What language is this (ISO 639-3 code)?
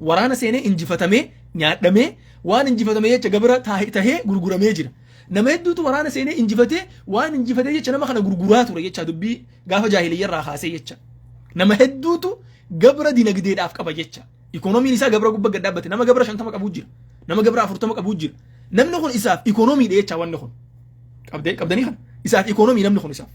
orm